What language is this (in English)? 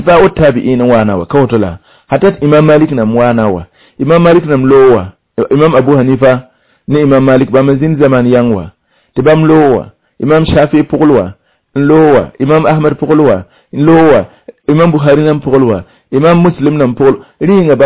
Mossi